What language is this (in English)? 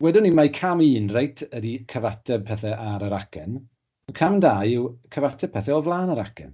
Welsh